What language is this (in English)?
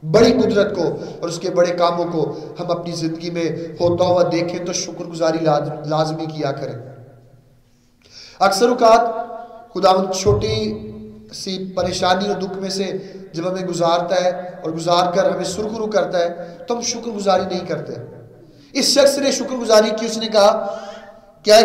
Urdu